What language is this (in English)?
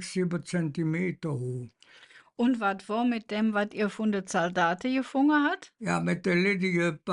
Colognian